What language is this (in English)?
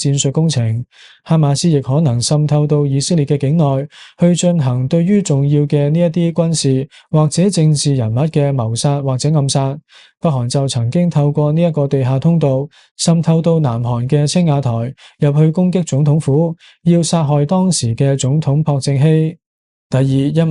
Cantonese